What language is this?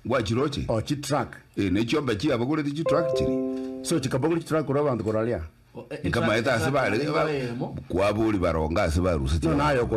Gusii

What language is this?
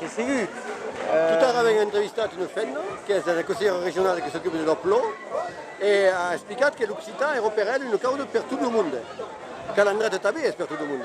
Occitan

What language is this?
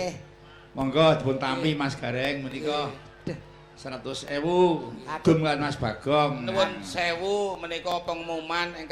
Javanese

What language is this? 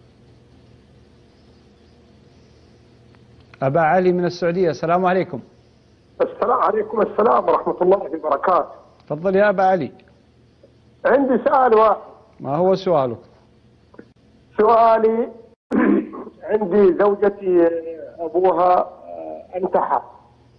Arabic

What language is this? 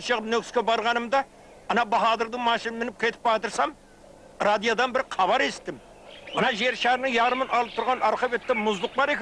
Kara-Kalpak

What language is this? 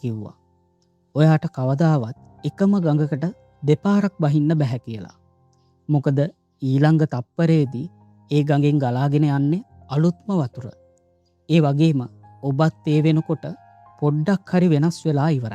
Sinhala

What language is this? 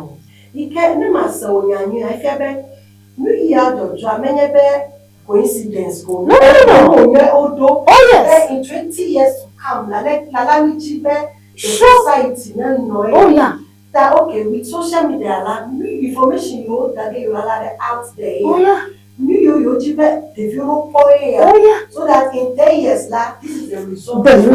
Ewe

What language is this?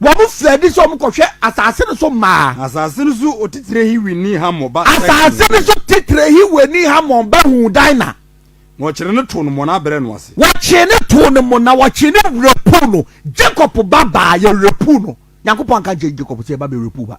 Akan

